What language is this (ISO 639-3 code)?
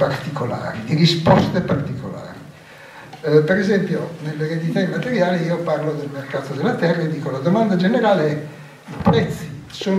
ita